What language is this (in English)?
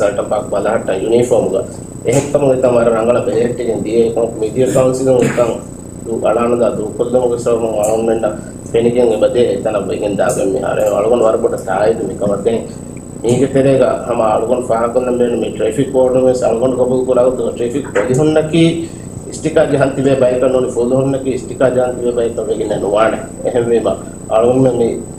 Divehi